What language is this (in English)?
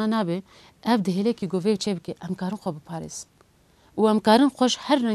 Kurdish